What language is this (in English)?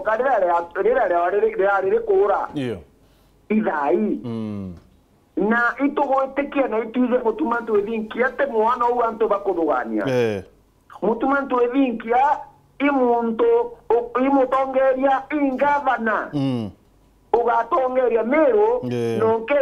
Meru